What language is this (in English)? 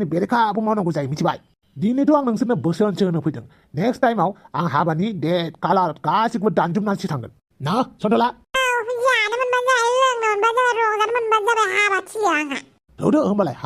Bodo